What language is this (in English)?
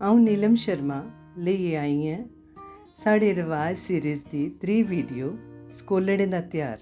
Dogri